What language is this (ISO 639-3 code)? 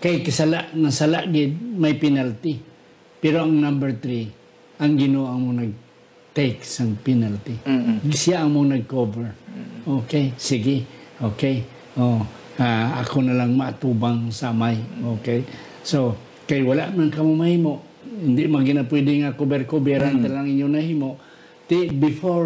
hil